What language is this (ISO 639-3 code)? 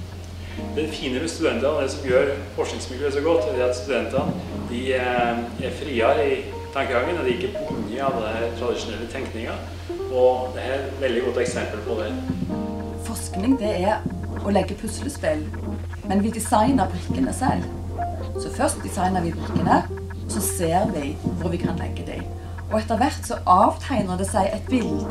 nor